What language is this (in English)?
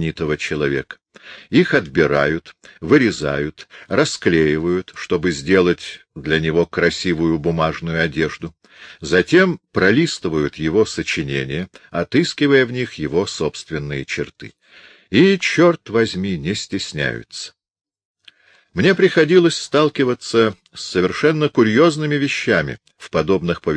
Russian